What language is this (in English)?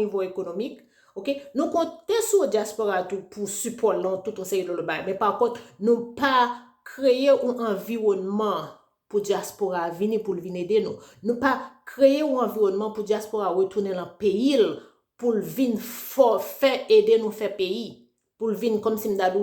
Haitian Creole